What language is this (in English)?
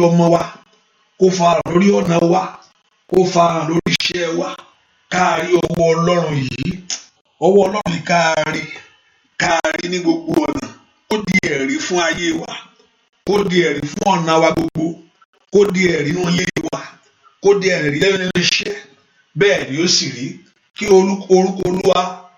Yoruba